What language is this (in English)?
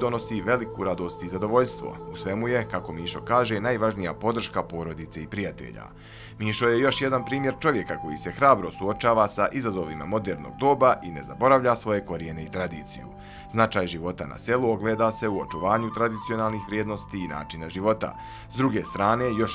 Croatian